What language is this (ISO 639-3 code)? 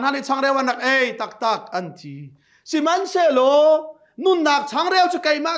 cnh